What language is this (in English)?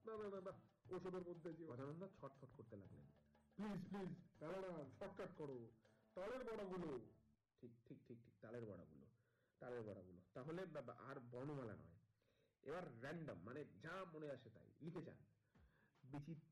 Bangla